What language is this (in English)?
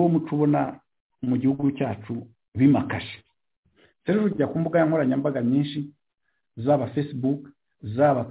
Kinyarwanda